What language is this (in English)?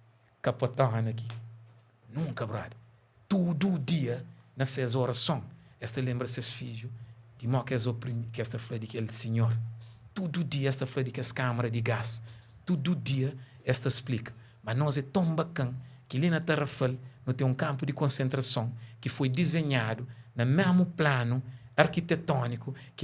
Kabuverdianu